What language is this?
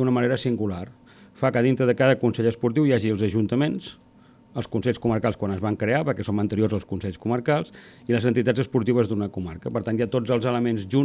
Catalan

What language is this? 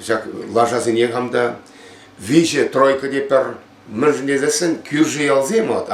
Chuvash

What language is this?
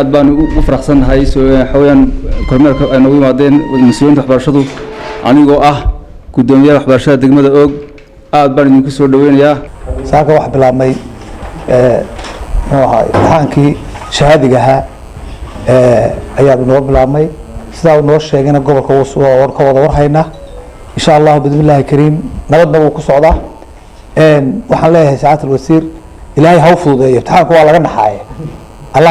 Somali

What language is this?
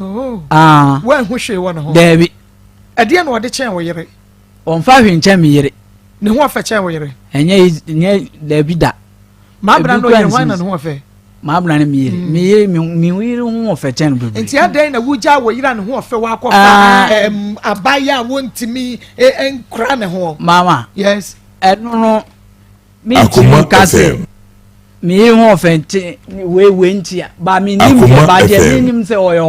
Akan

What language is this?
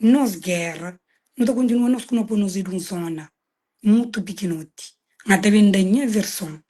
Kabuverdianu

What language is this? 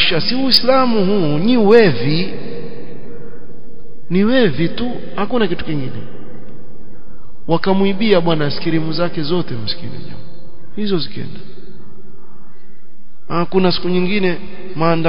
Swahili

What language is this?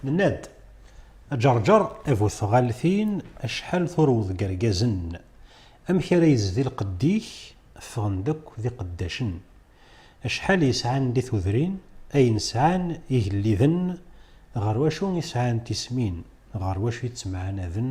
Kabyle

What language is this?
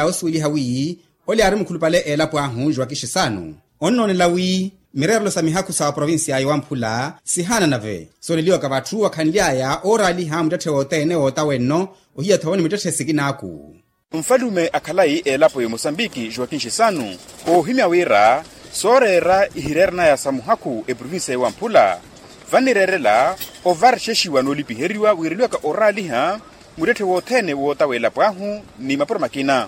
Makhuwa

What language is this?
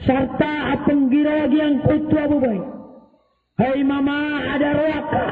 Maranao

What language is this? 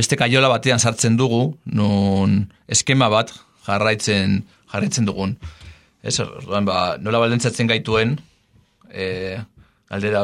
Basque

